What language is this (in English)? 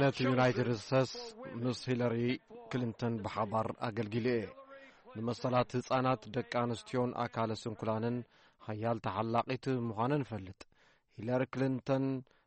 Tigrinya